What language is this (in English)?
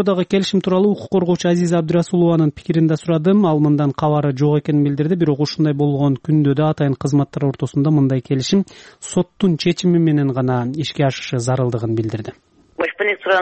Kyrgyz